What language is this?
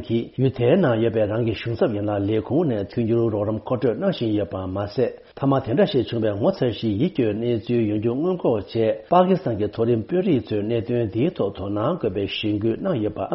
Tibetan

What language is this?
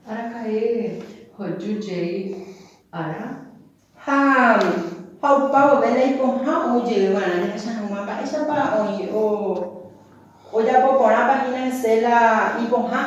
Guarani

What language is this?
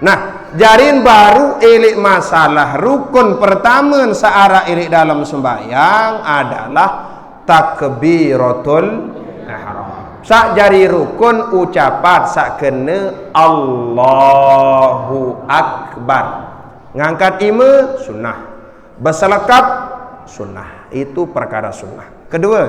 Sasak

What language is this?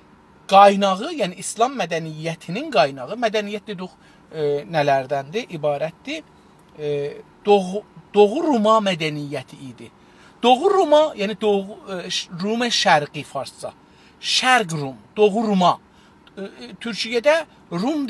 South Azerbaijani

